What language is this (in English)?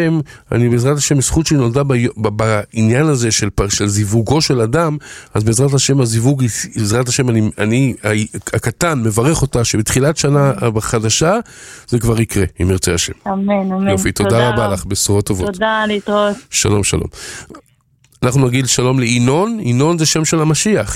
Hebrew